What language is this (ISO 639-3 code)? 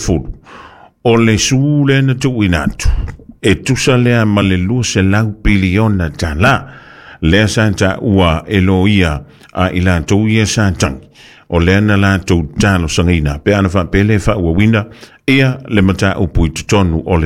smo